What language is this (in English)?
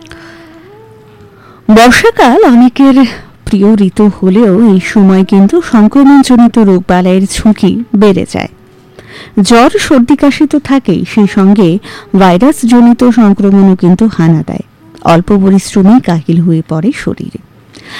Bangla